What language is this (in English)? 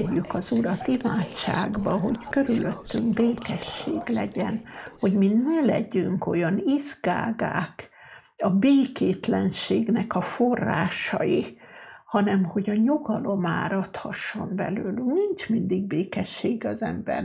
Hungarian